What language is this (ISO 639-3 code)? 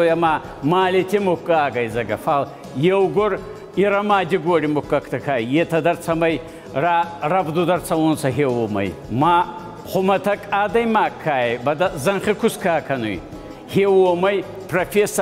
oss